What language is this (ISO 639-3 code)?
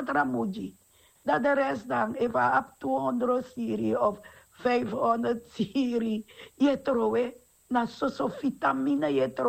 srn